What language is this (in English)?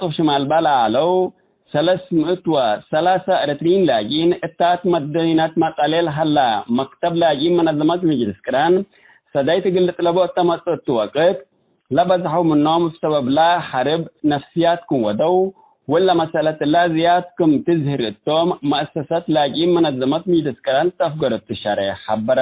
Tigre